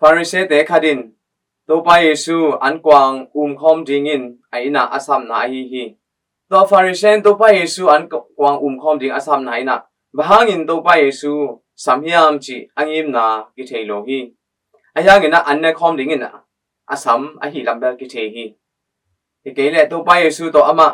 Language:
Tedim Chin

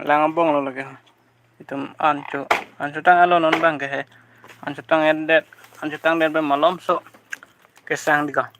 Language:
Karbi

